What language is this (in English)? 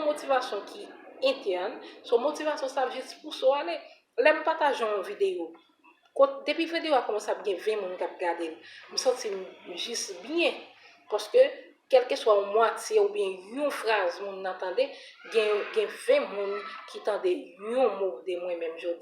Haitian Creole